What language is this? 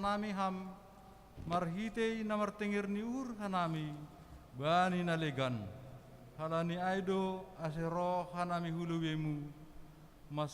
Batak Simalungun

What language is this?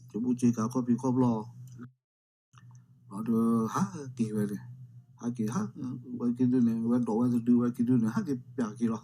S'gaw Karen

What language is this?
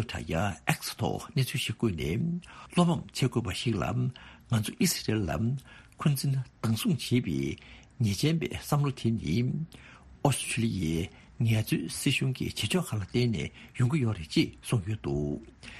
Tibetan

